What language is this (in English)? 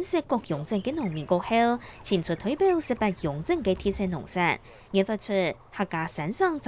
Hakka Chinese